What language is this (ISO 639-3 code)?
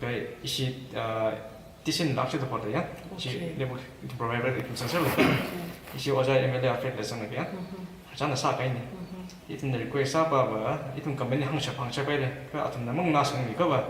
nmf